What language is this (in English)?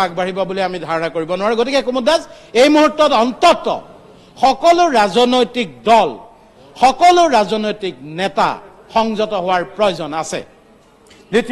Assamese